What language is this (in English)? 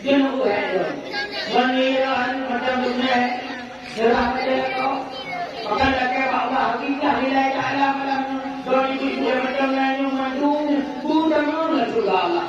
Achinese